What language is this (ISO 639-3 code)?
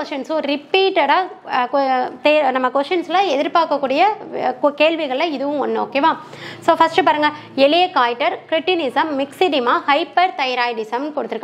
tam